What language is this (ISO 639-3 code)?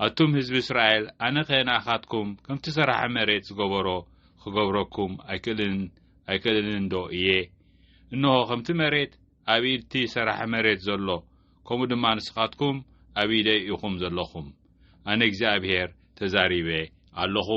tir